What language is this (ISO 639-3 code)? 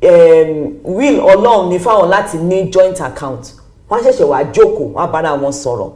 yor